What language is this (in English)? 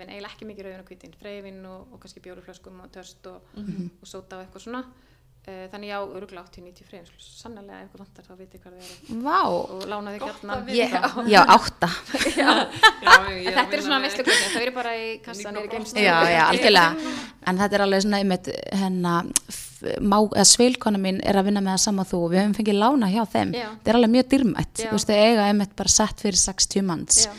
Icelandic